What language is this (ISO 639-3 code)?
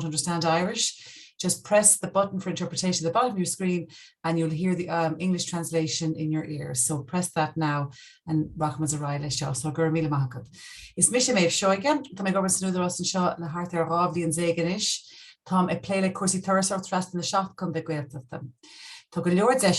gle